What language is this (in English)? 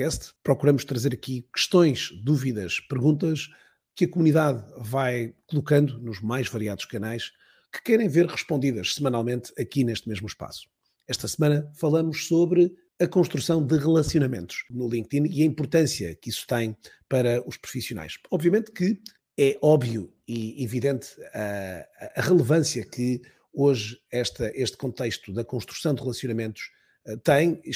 Portuguese